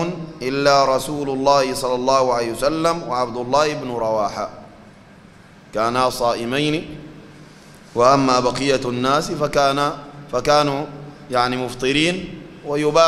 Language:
Sudanese Arabic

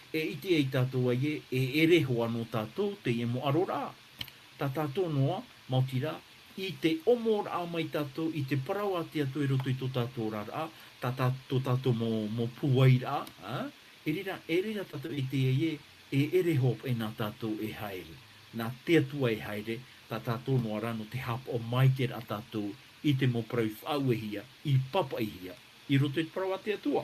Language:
Tahitian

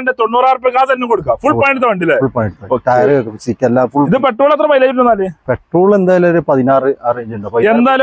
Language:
Malayalam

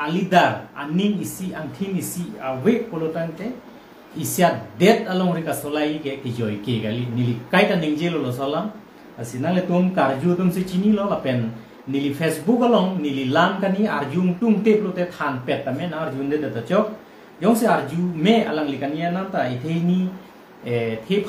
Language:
Karbi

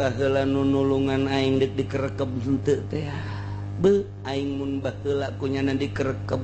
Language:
Sundanese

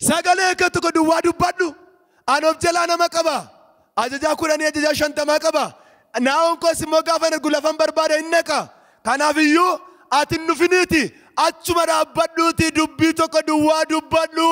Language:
Oromo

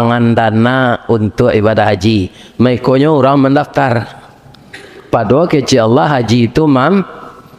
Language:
Minangkabau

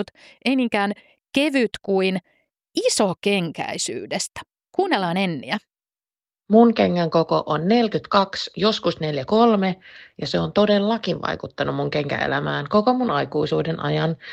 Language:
Finnish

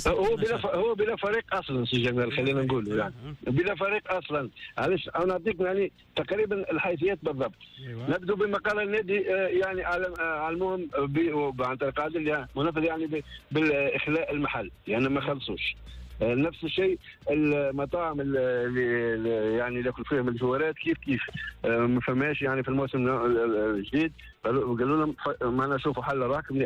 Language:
Tunisian Arabic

